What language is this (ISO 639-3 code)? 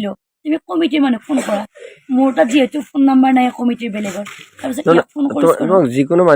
asm